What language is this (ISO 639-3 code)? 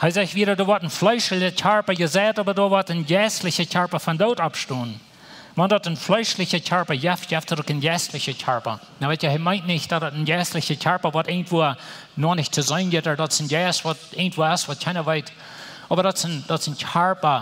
pdt